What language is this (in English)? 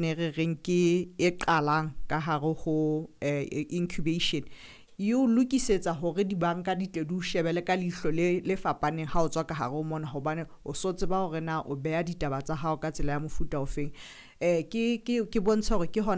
Southern Sotho